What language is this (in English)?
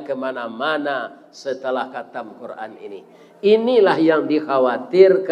Minangkabau